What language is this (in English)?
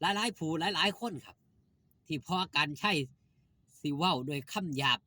Northeastern Thai